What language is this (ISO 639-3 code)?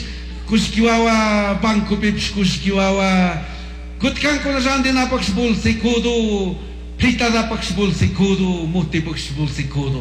qug